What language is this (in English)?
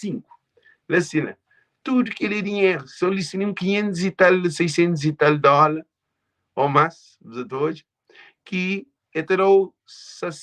Kabuverdianu